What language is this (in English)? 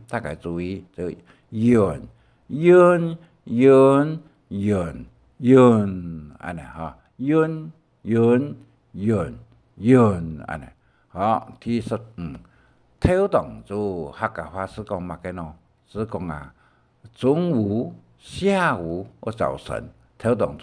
Hakka Chinese